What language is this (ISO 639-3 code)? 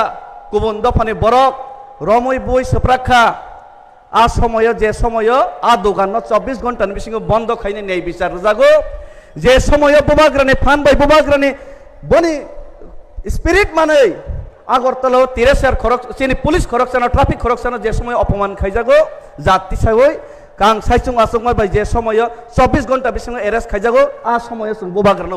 trp